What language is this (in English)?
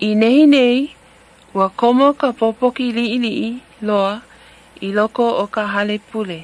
Hawaiian